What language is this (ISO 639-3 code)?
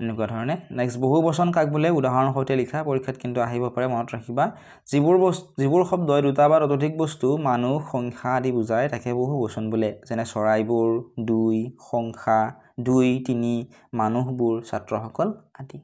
asm